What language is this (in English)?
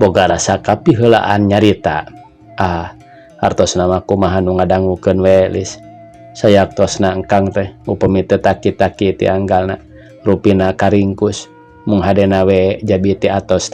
Sundanese